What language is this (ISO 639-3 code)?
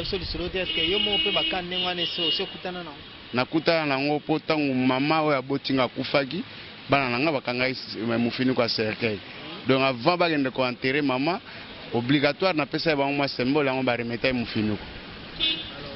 lin